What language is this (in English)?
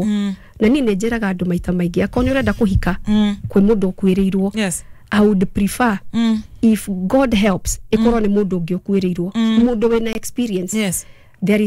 Kikuyu